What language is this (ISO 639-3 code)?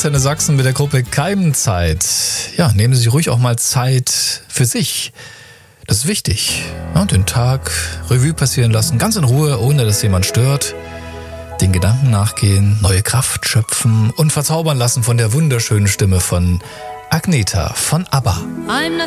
deu